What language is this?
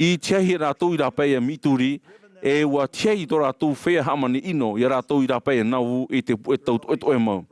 Tahitian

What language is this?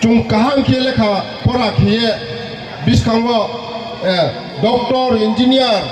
Riang (India)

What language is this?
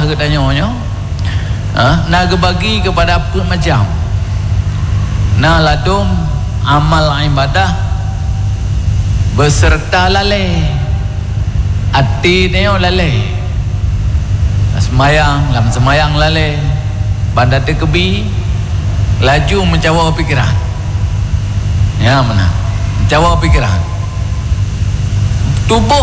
Malay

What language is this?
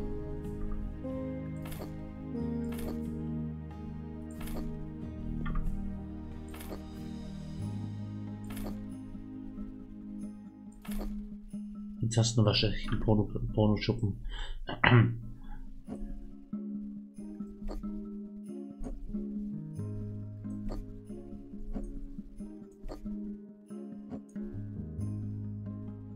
German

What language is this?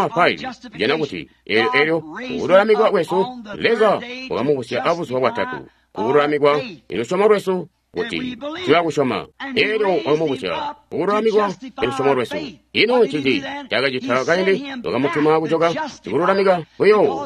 Tonga (Zambia)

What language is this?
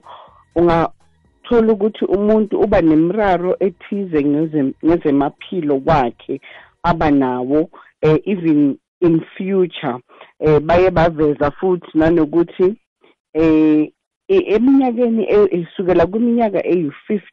South Ndebele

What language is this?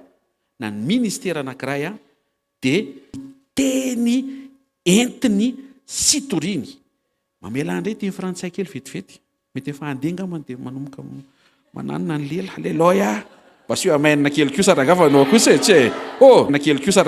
Malagasy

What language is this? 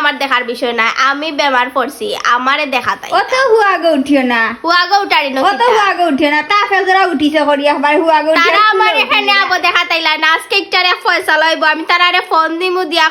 Sylheti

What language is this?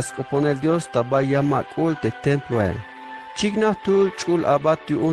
Tzeltal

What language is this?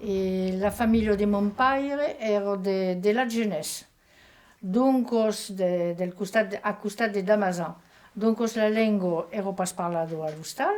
Occitan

